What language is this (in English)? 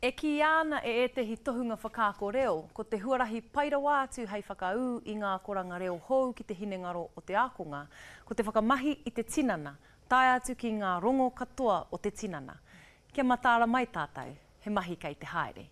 Māori